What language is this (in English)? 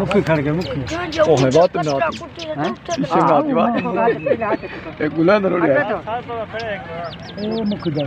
Saraiki